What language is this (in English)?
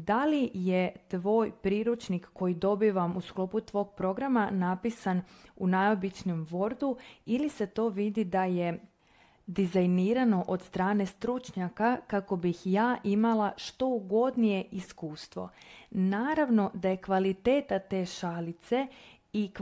Croatian